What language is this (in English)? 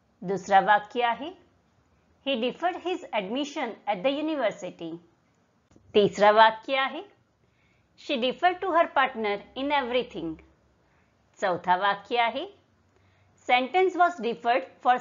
Marathi